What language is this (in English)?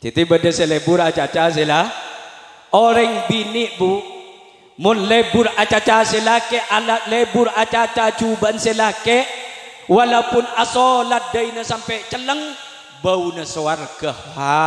Madurese